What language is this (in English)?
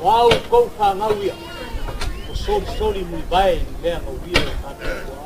Samoan